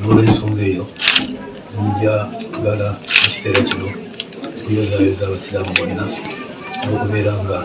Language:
Ganda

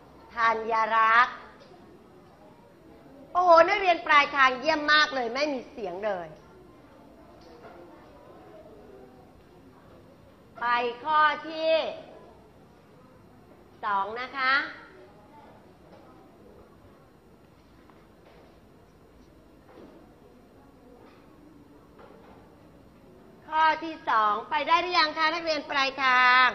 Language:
Thai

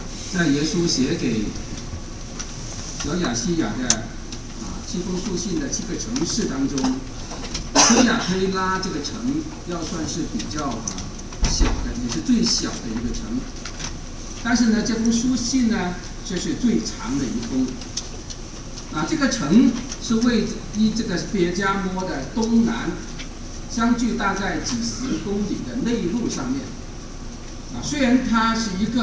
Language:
Chinese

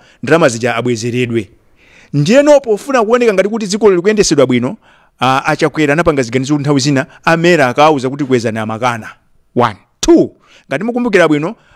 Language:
Nyanja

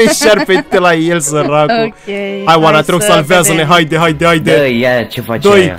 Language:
Romanian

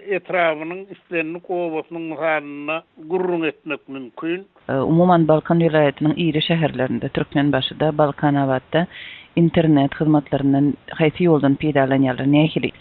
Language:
Turkmen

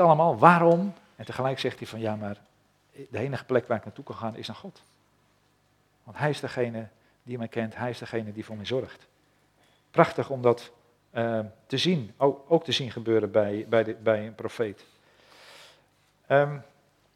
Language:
Dutch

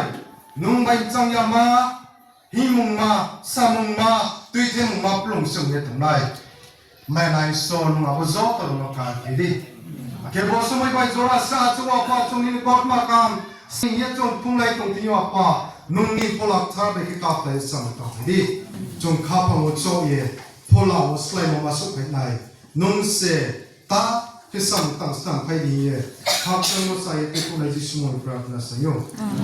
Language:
Riang (India)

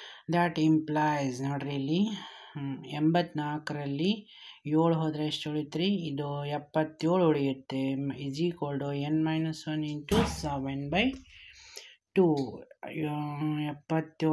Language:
Kannada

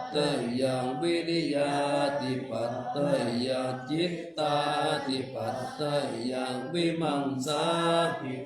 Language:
Pali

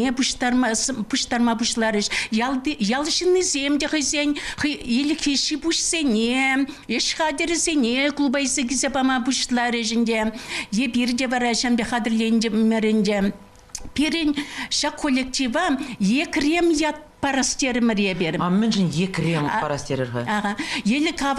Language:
Chuvash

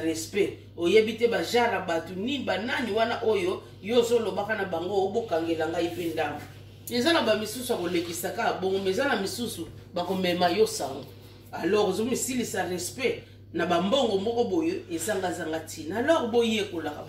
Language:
Lingala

